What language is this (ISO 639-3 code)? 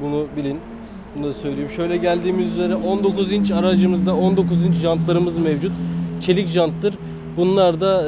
tur